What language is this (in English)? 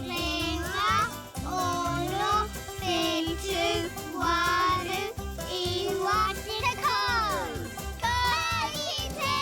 Māori